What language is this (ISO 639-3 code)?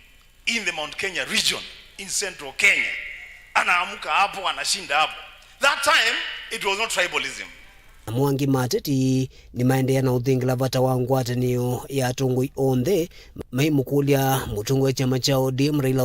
kam